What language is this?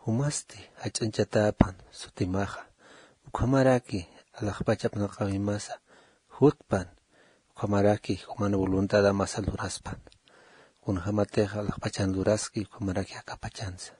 Aymara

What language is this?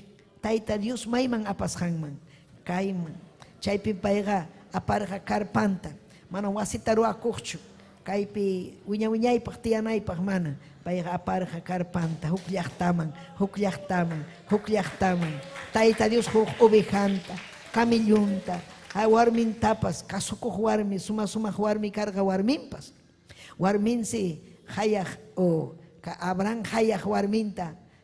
Ayacucho Quechua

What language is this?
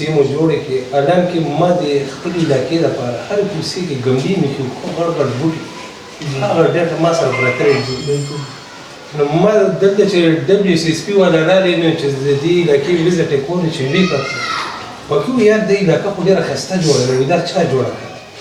Pashto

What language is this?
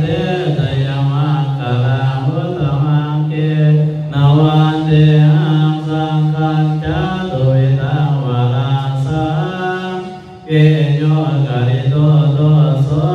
Pali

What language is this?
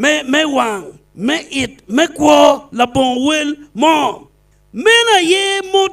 Acoli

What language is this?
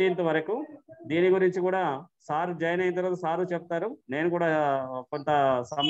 Telugu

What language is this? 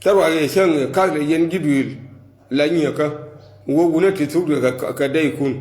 Nuer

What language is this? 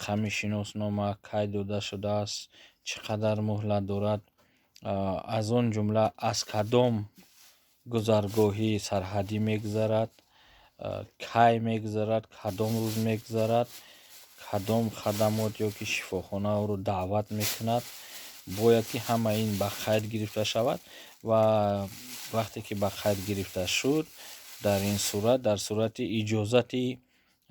Tajik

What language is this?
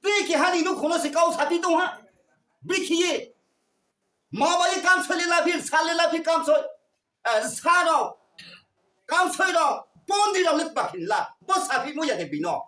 Riang (India)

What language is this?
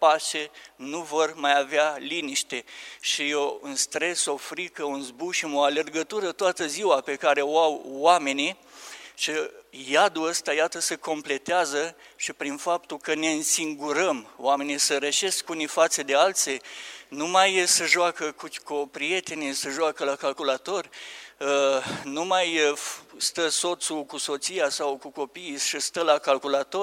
Romanian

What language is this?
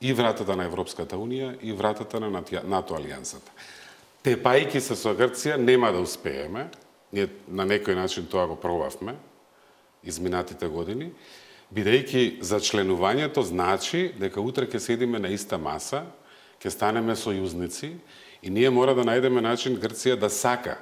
Macedonian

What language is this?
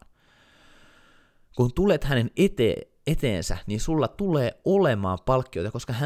Finnish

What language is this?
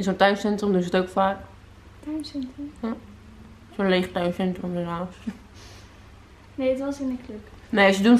Dutch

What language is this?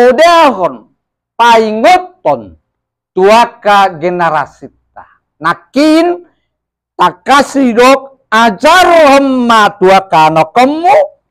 Batak Toba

